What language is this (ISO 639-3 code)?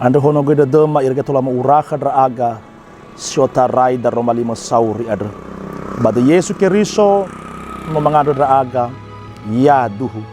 nia